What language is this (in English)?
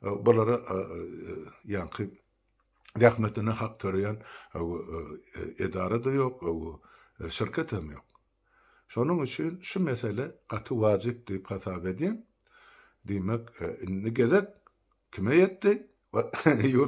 Turkmen